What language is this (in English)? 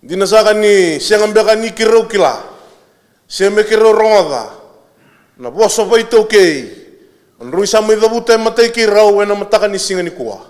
Fijian